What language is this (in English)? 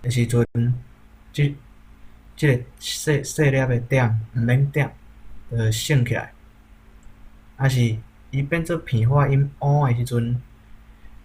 Min Nan Chinese